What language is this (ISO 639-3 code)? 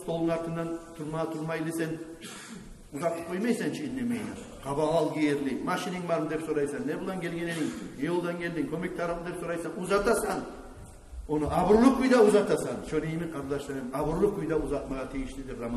kum